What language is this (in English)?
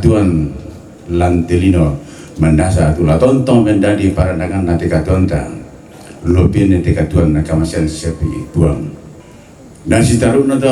Toraja-Sa'dan